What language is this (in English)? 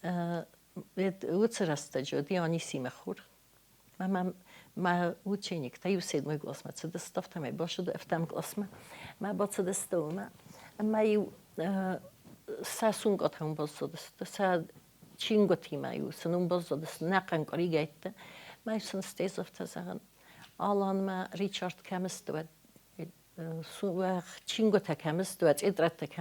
Ossetic